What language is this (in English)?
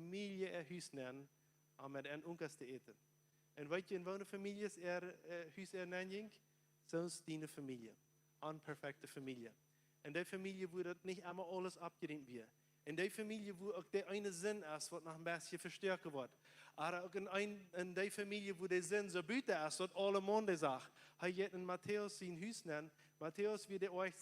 Plautdietsch